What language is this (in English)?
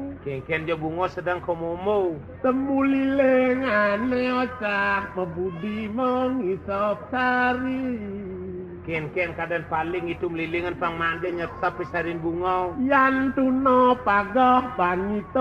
Balinese